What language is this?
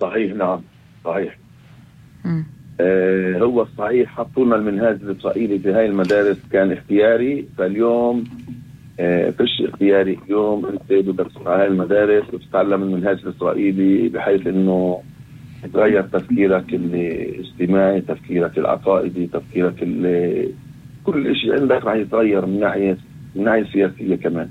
North Levantine Arabic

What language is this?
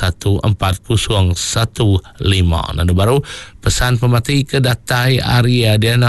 Iban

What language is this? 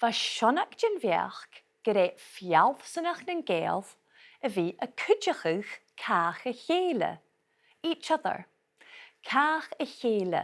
Scottish Gaelic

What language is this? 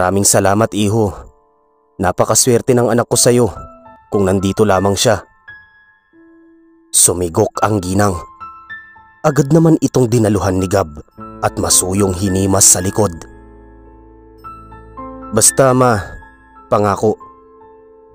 Filipino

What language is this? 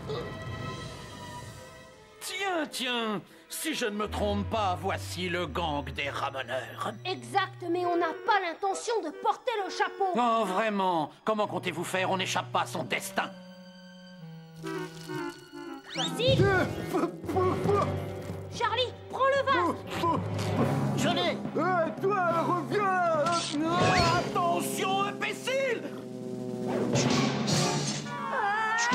French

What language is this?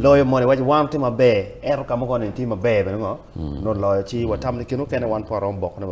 Acoli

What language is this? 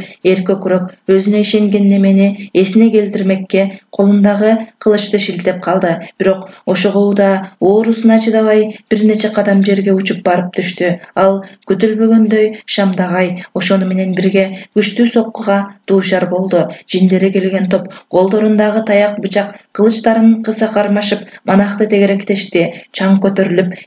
Kyrgyz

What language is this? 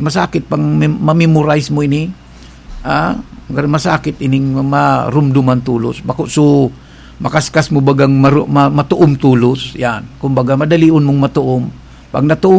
Bikol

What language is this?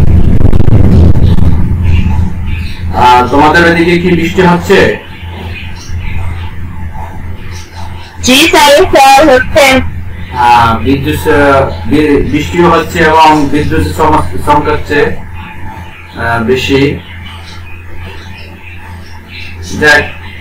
Bangla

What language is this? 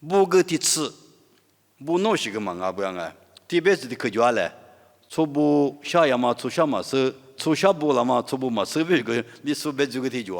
Lisu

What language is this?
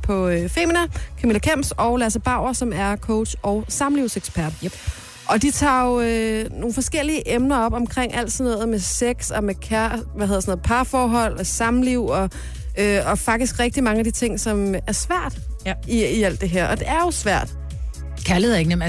Danish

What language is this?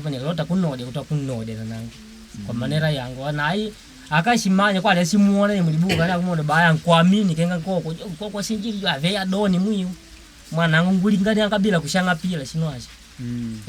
Makonde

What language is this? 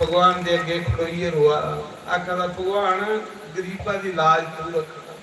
Dogri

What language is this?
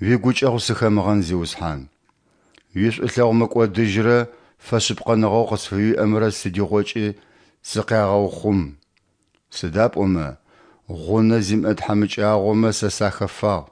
Adyghe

